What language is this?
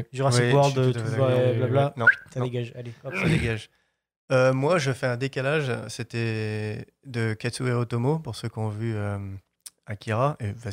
French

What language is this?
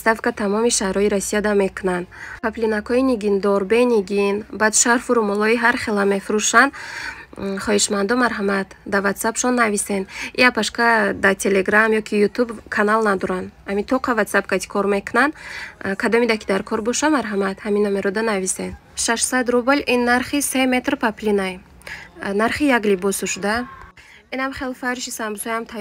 Tajik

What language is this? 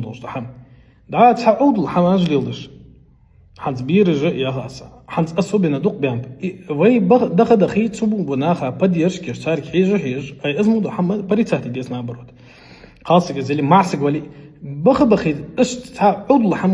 Ingush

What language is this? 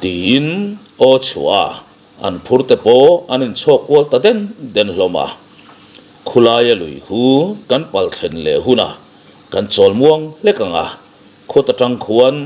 Mizo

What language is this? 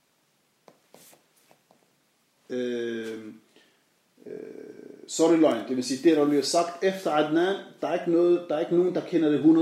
Danish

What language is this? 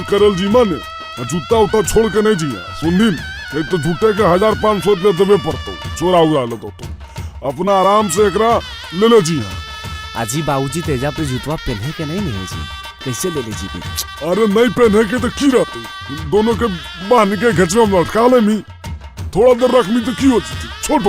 Magahi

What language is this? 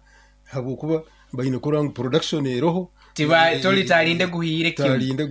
Nyoro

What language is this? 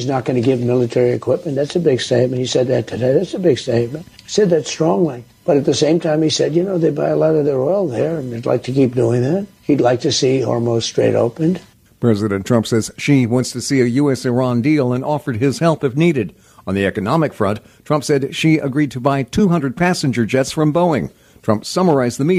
English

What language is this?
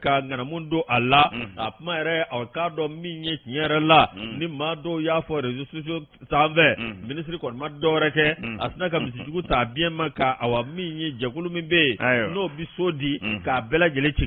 Bambara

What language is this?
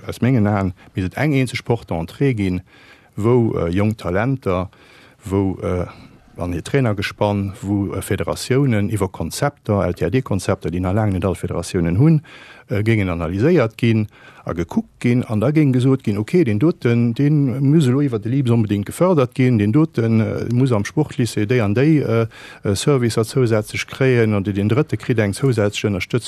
Luxembourgish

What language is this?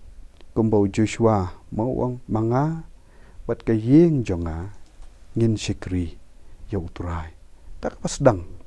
Khasi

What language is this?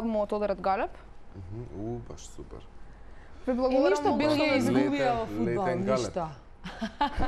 Macedonian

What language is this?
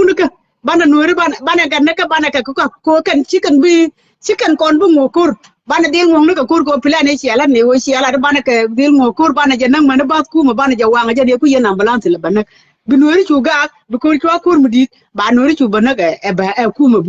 Nuer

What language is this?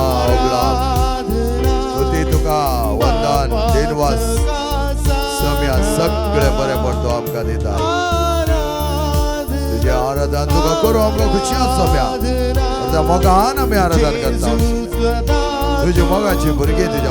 Konkani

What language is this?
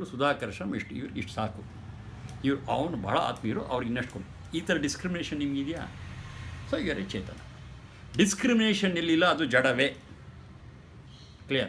Kannada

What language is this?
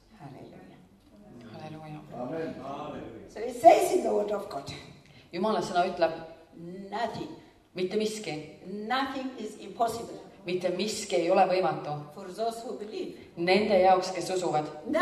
Estonian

